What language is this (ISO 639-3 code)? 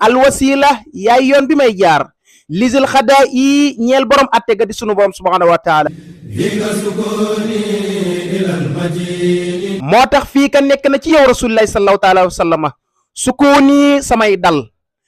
wol